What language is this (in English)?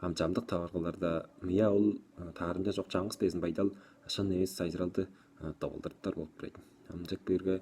Tuvinian